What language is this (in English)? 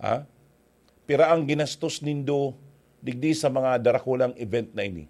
Bikol